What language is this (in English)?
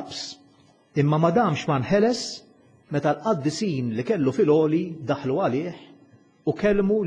Maltese